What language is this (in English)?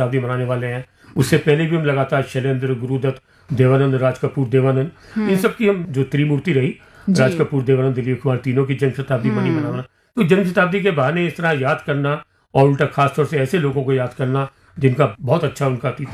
Hindi